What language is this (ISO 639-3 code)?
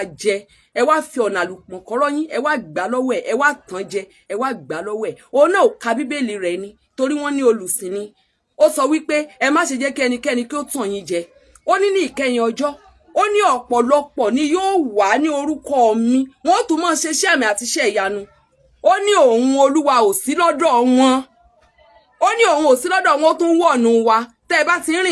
yor